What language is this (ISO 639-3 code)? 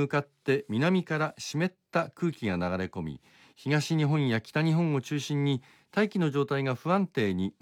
jpn